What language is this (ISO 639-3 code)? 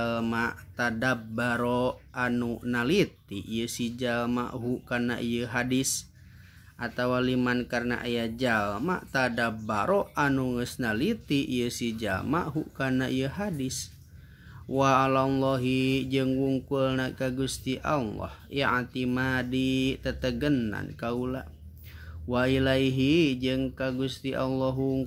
sun